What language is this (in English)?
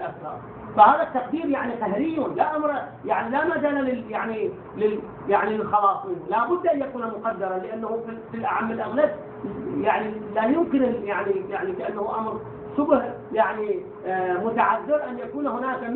Arabic